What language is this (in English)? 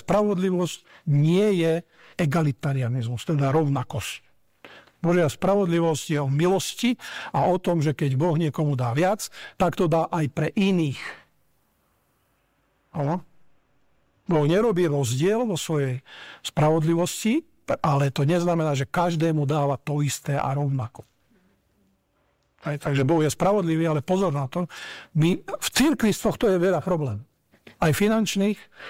Slovak